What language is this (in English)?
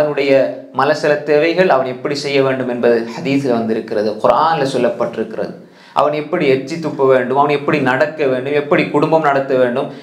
Tamil